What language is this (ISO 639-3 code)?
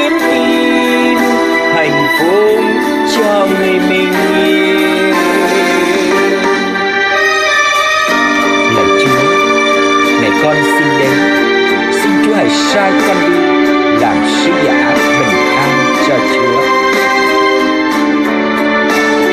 vie